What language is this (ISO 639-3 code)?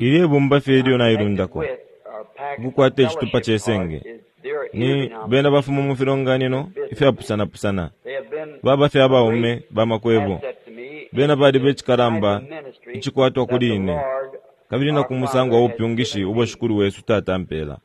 bem